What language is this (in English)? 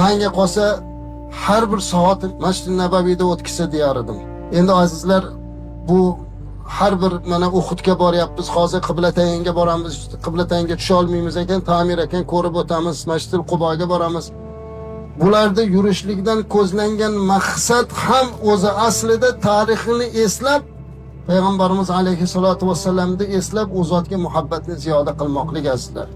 Uzbek